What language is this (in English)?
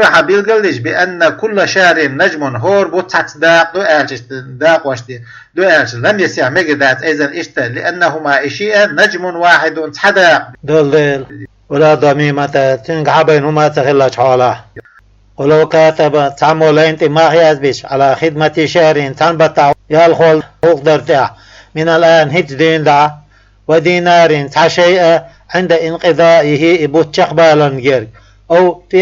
Chechen